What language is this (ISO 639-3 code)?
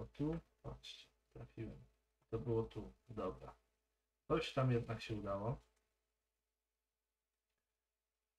pol